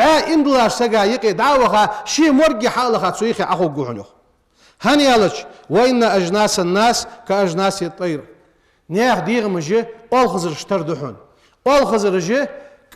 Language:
Ingush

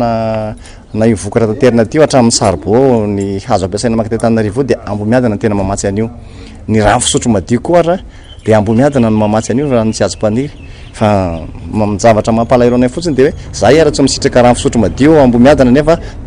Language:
Malagasy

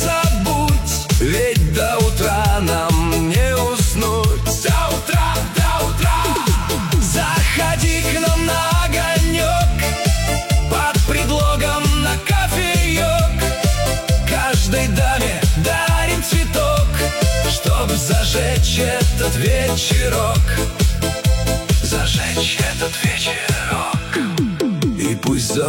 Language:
Russian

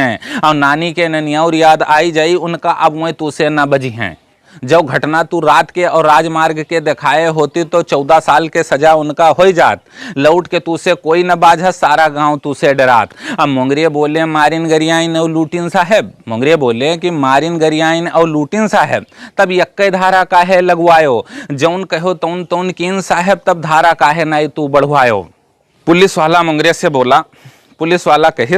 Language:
Awadhi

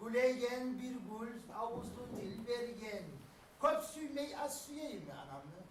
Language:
Kumyk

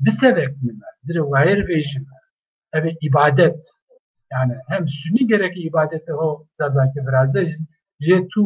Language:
Zaza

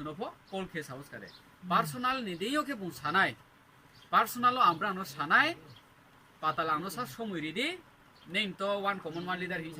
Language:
Riang (India)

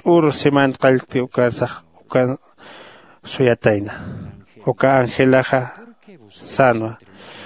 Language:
Aymara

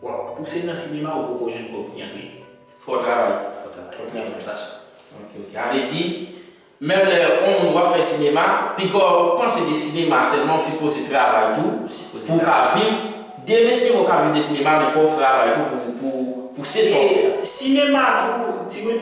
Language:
Haitian Creole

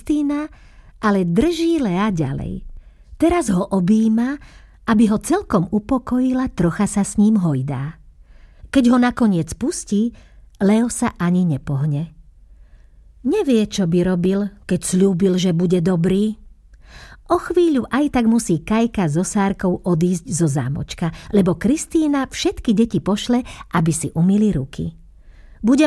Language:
Slovak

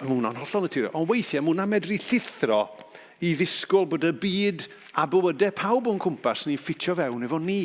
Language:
Welsh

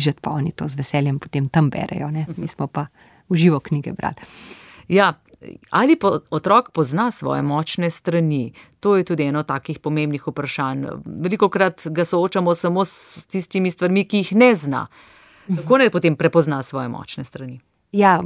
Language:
Slovenian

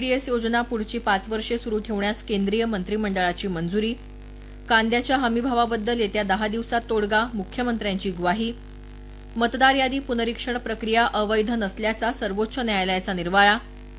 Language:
Marathi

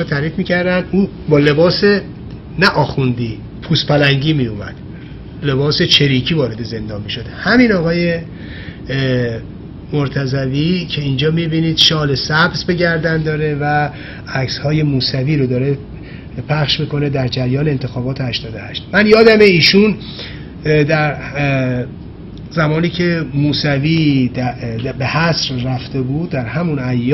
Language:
Persian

